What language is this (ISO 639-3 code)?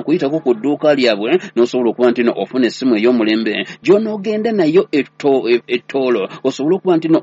lug